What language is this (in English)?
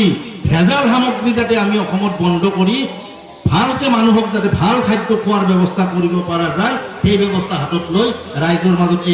Assamese